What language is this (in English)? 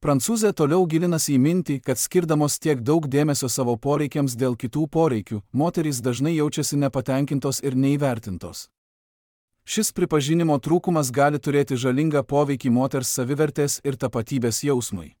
Lithuanian